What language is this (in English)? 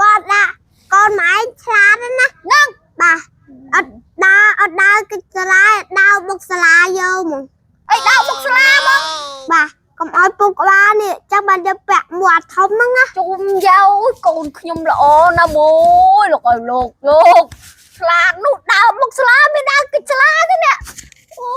Khmer